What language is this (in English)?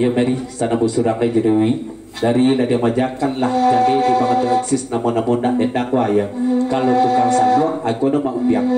Minangkabau